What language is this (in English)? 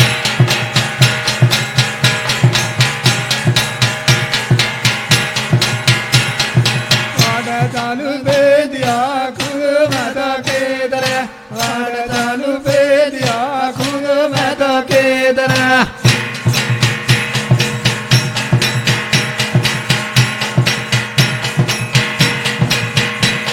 Lambadi